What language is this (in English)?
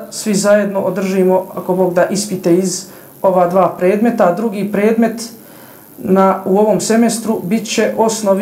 Bosnian